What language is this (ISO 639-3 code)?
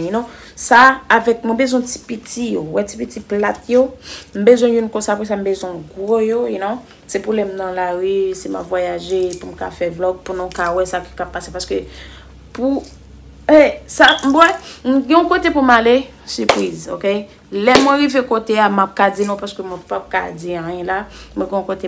hat